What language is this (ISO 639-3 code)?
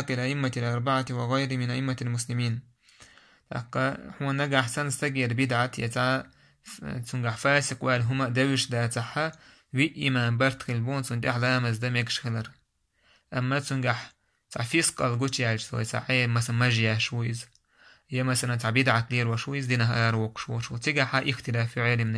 che